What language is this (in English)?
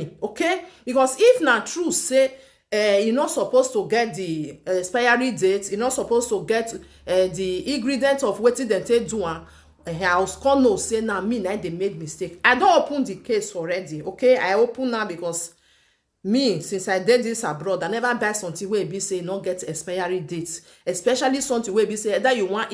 Nigerian Pidgin